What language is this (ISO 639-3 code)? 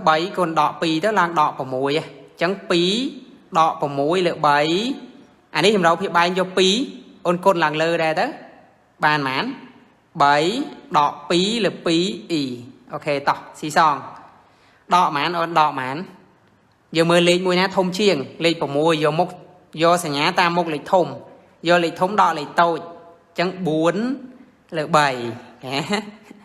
khm